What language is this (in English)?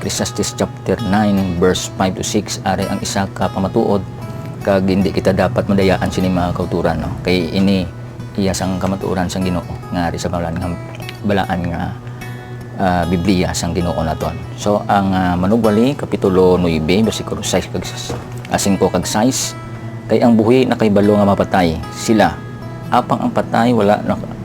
Hiligaynon